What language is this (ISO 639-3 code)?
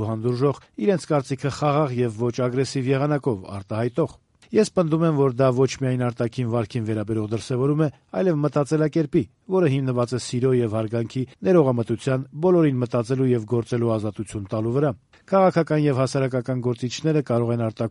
hye